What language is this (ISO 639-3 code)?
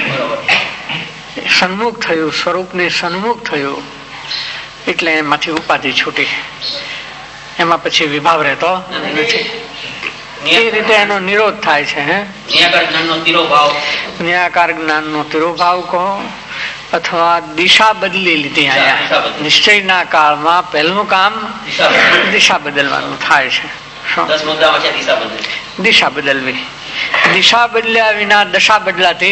guj